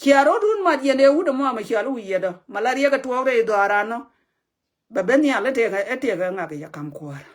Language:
Nuer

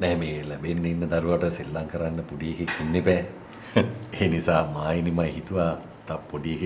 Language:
Sinhala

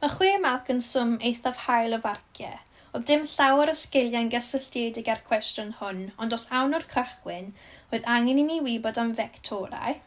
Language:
Welsh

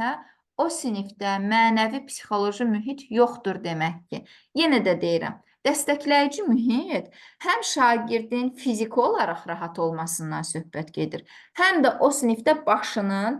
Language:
Azerbaijani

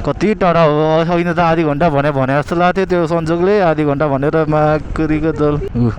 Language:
Nepali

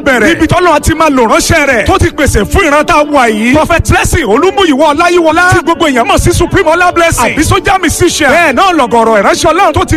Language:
Yoruba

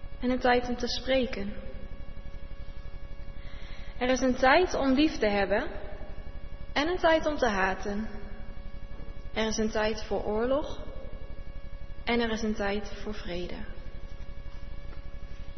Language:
Dutch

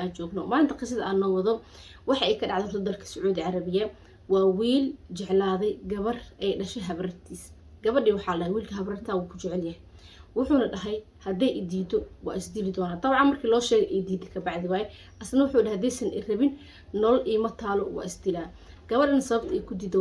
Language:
Somali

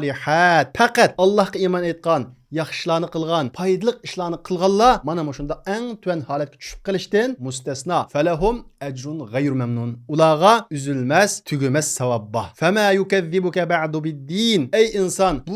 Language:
Uyghur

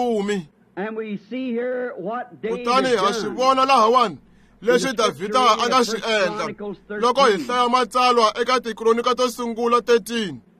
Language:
Tsonga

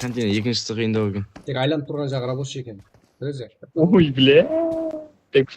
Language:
Kara-Kalpak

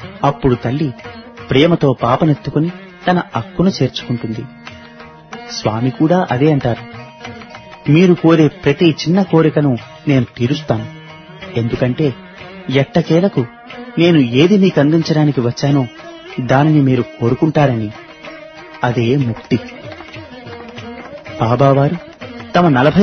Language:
Telugu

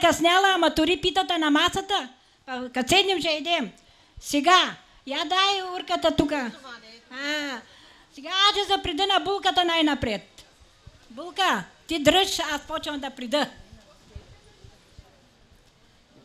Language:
Bulgarian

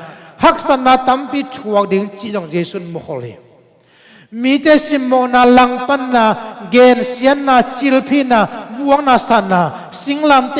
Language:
Tedim Chin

